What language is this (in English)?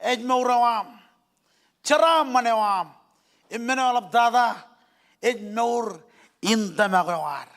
Marshallese